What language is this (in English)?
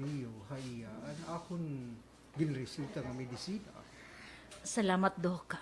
Waray